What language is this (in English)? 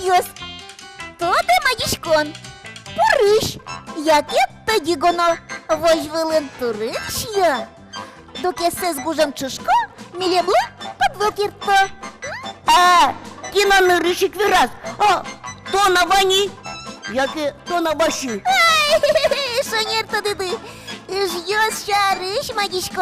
Udmurt